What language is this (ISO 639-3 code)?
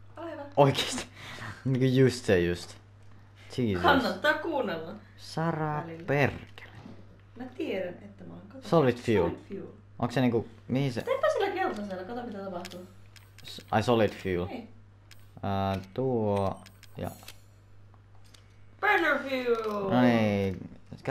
fin